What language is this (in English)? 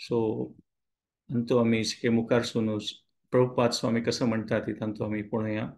Konkani